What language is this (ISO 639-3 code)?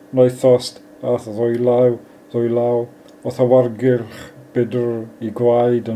cym